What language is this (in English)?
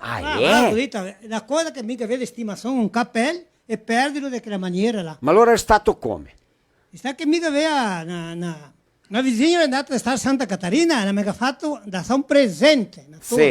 Venetian